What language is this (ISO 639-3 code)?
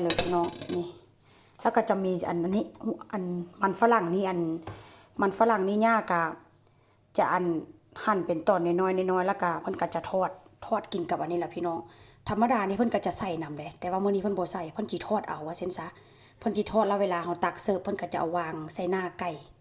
tts